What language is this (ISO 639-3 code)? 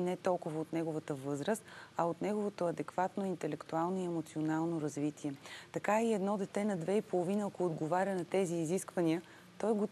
bul